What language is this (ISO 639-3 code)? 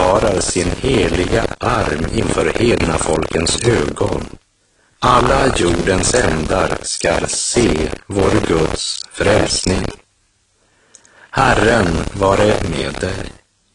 swe